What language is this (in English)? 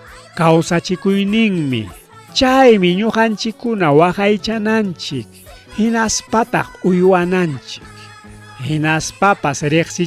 Ayacucho Quechua